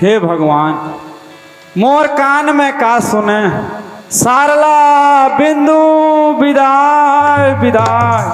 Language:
Chhattisgarhi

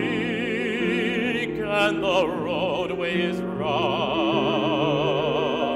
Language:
English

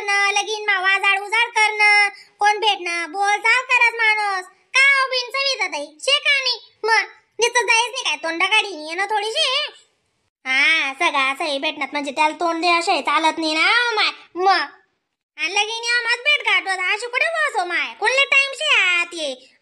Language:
Khandesi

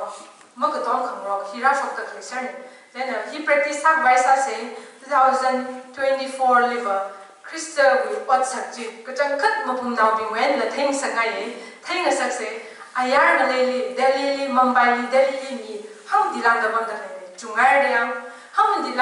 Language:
Tangkhul Naga (India)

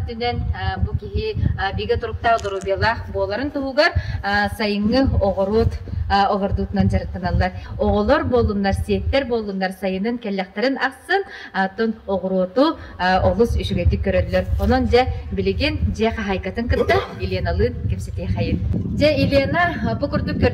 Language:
Yakut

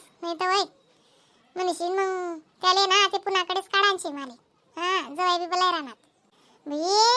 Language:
Khandesi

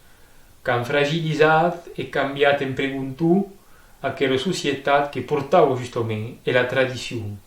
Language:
Occitan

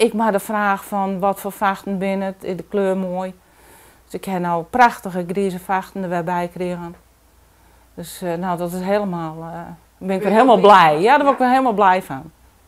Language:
Western Frisian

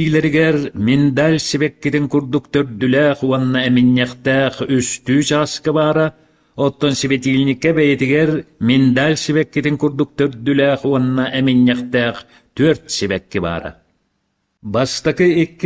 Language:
Yakut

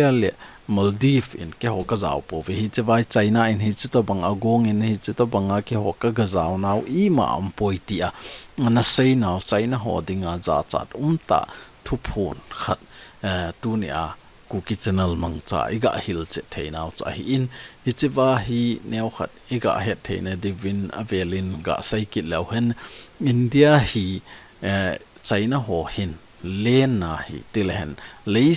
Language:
Thado Chin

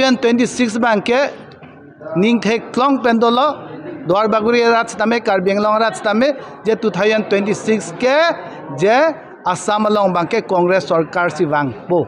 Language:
Karbi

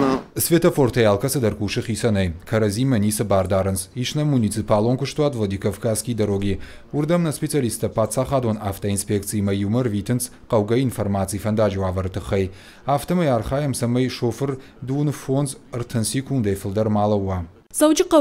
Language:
Ossetic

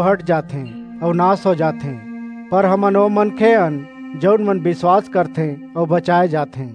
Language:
Chhattisgarhi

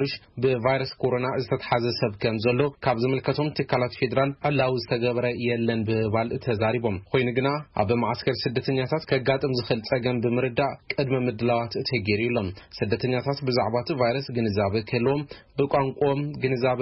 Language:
Tigrinya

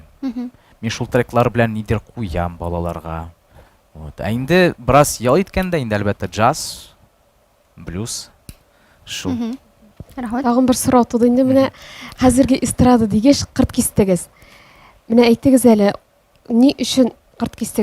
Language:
Tatar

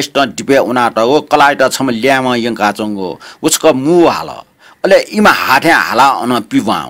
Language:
Newari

